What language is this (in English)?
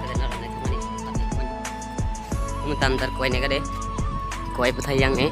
Kok Borok